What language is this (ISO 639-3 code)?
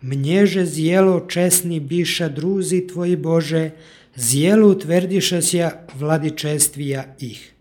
chu